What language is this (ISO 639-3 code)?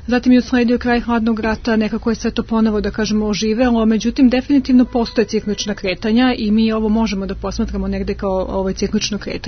srp